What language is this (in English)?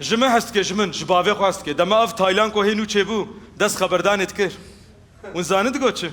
Kurdish